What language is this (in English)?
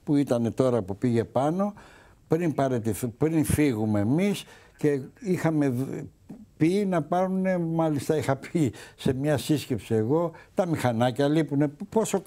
Greek